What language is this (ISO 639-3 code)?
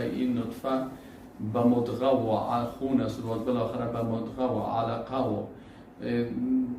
fas